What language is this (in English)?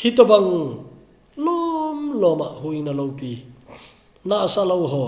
Thado Chin